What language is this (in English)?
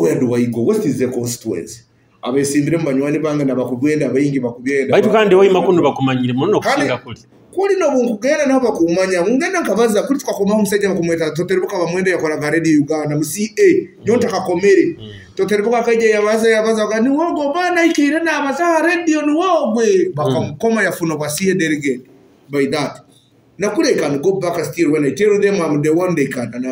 Nyoro